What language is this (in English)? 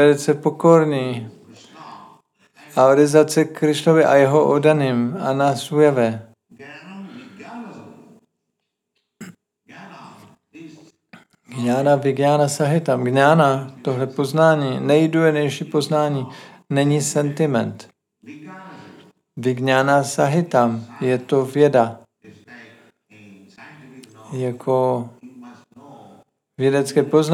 Czech